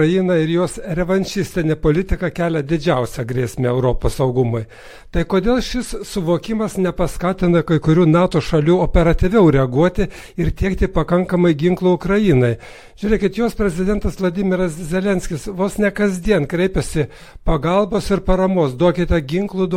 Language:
Lithuanian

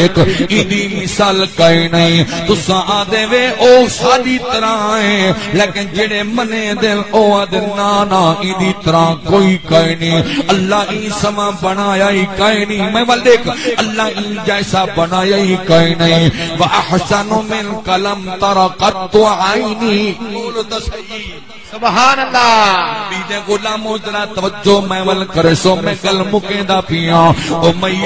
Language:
Saraiki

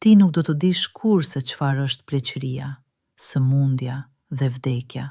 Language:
Albanian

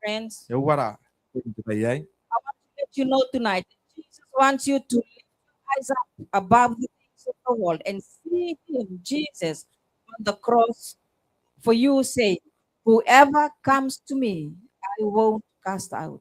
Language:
Gilbertese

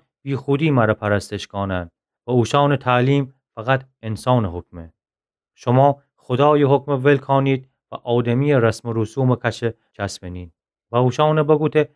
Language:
Gilaki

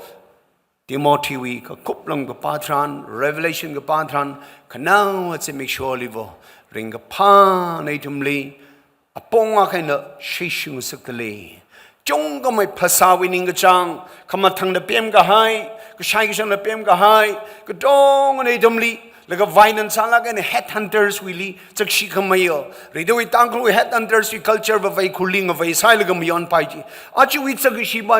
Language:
Tangkhul Naga (India)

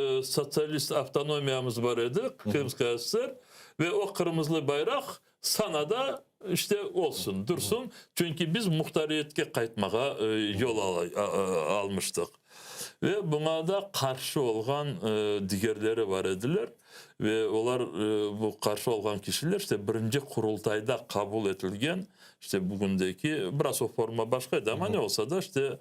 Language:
Crimean Tatar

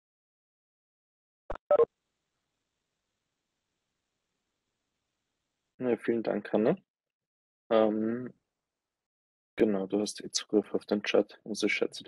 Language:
German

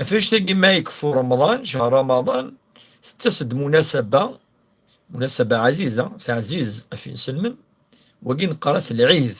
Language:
Kabyle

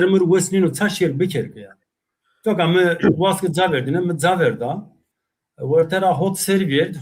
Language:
Zaza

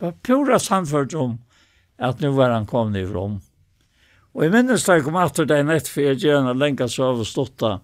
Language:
Faroese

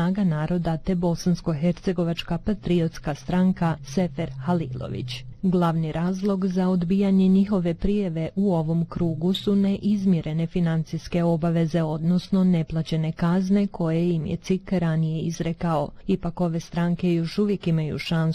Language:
Bosnian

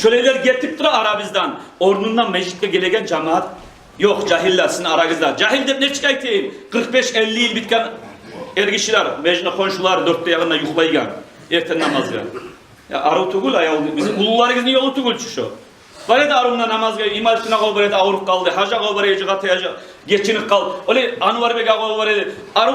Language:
Kumyk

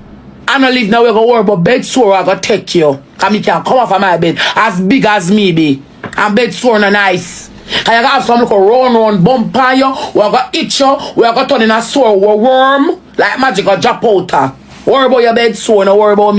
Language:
Jamaican Creole English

